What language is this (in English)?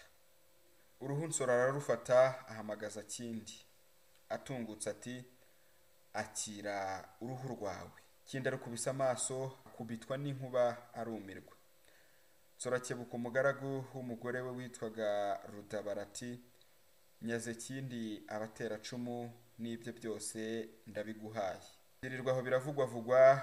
Kinyarwanda